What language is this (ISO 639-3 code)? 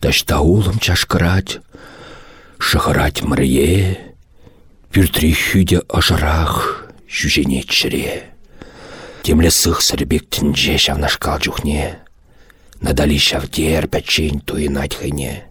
chv